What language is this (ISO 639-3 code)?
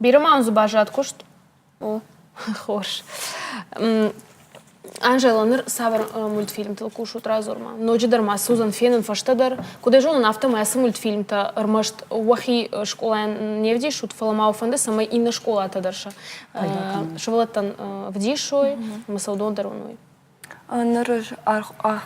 oss